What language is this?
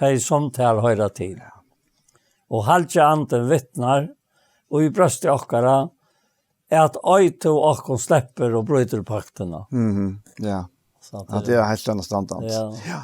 Faroese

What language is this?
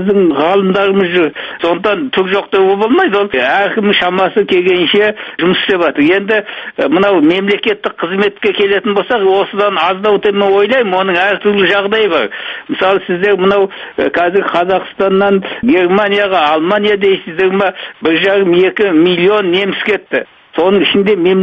Kazakh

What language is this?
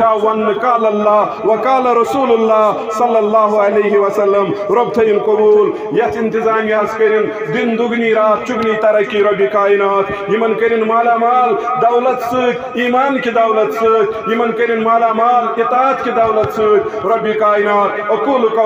Kashmiri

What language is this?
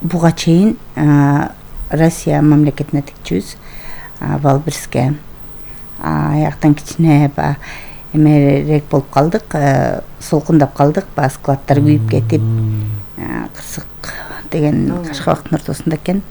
Kyrgyz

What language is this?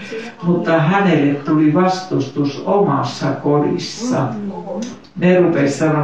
Finnish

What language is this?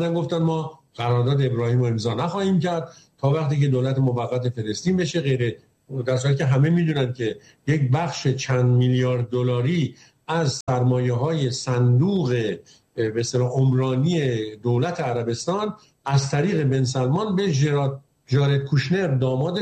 Persian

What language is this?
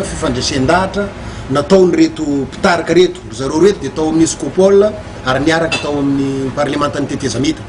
Malagasy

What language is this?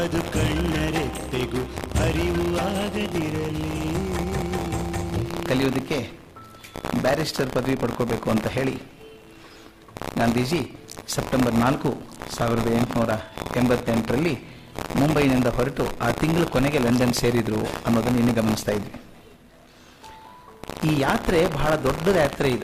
Kannada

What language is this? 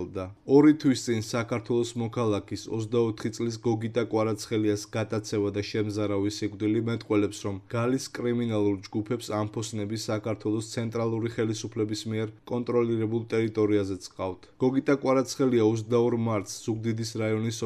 Georgian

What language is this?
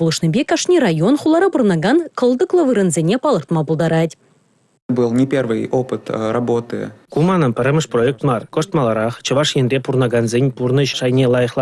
Chuvash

